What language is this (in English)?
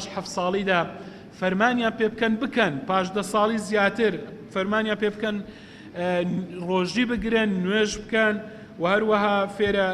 Central Kurdish